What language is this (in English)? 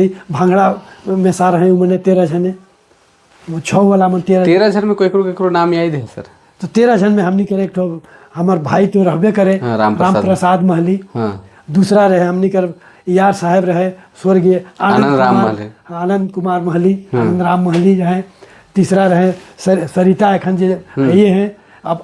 Sadri